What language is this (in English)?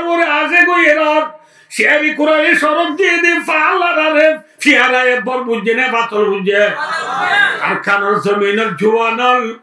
Rohingya